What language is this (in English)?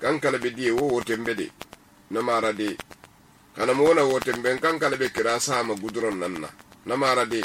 Susu